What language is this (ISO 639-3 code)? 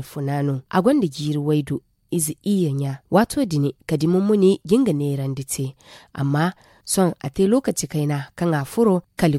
dje